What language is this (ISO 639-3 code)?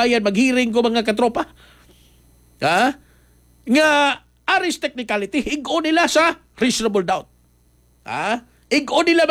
ceb